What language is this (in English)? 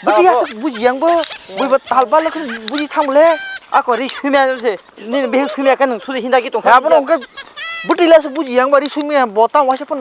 Kok Borok